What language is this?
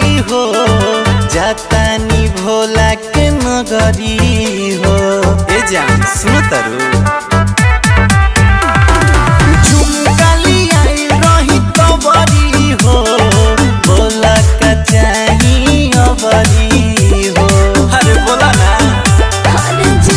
Bhojpuri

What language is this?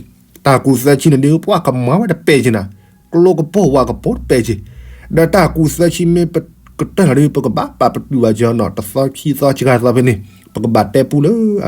S'gaw Karen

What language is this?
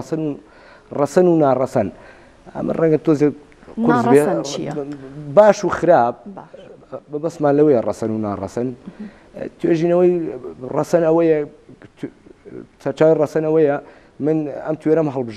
Central Kurdish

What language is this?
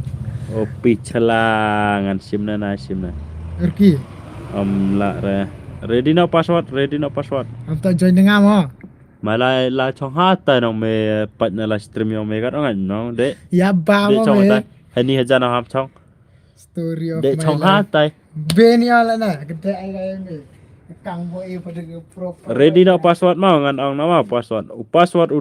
Khasi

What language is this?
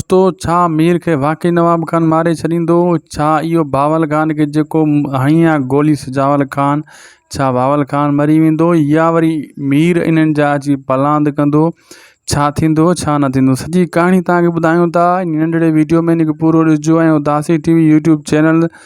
Sindhi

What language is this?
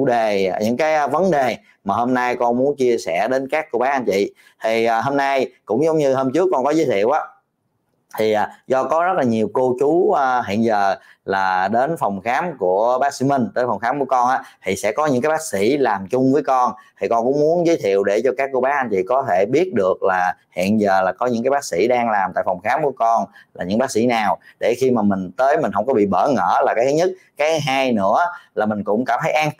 Vietnamese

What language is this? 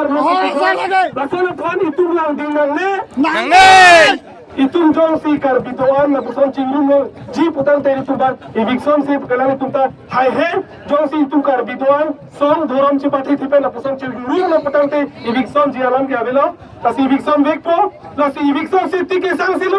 Karbi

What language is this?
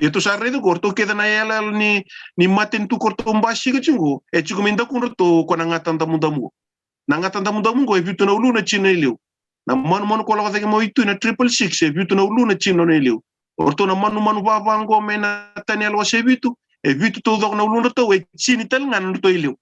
Fijian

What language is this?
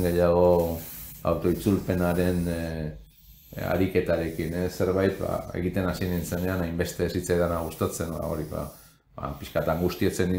Basque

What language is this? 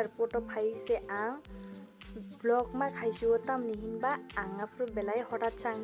Kok Borok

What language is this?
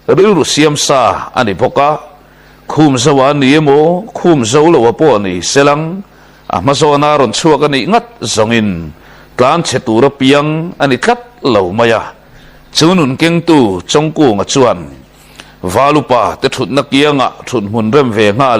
Mizo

